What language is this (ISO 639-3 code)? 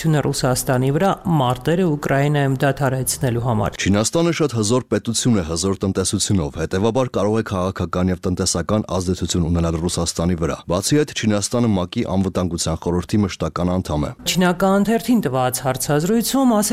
hye